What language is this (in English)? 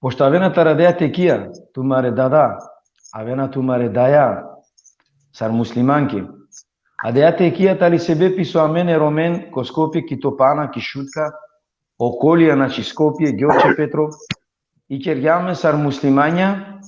Balkan Romani